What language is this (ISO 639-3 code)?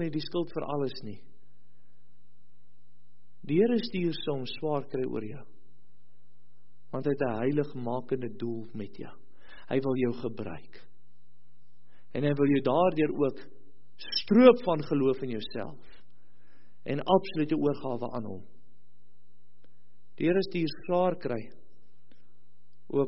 afr